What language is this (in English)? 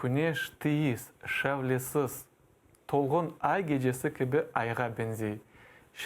Crimean Tatar